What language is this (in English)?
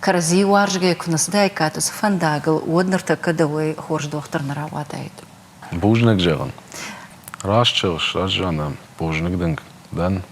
Ossetic